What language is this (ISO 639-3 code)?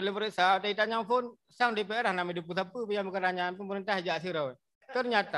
ace